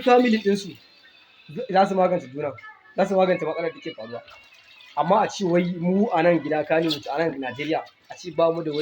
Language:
Hausa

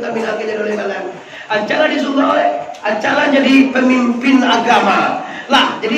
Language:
Minangkabau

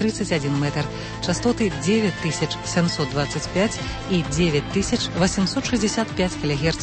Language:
Belarusian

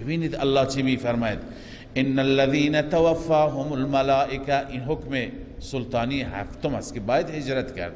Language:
Persian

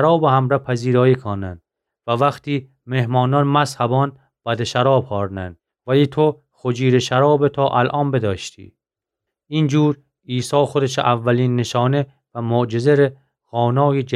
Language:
Gilaki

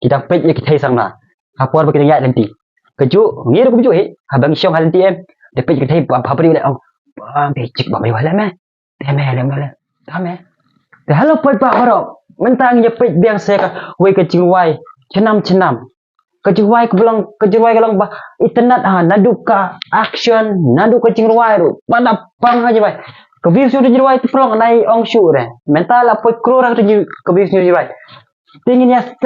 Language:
Khasi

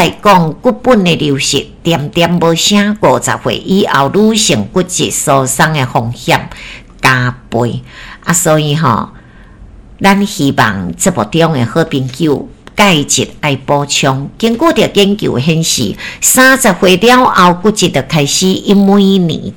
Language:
Min Nan Chinese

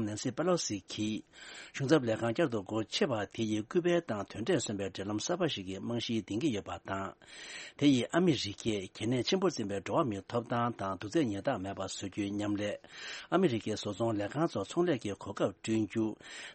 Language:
Tibetan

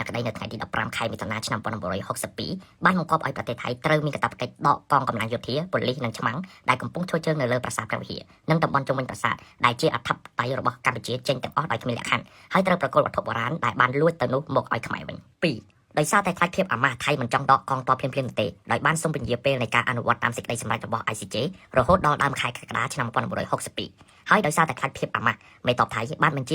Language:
Khmer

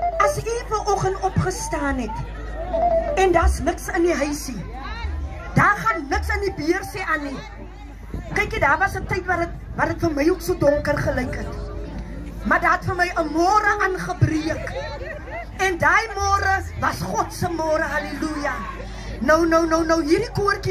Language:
Afrikaans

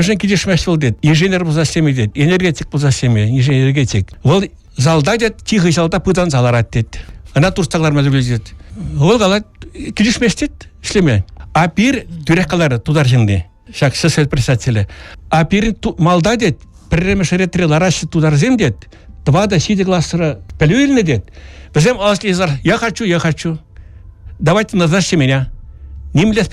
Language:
Chuvash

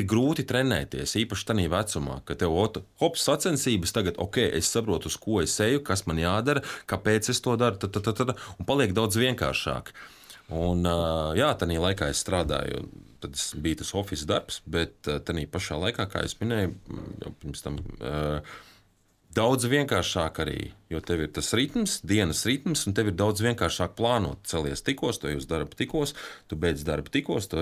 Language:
Latvian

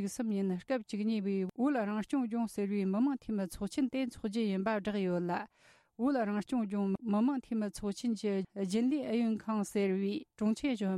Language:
Tibetan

